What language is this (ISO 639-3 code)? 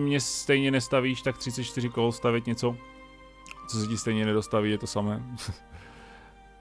ces